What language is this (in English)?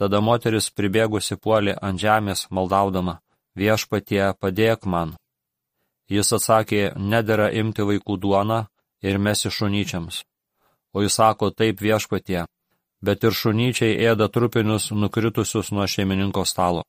Lithuanian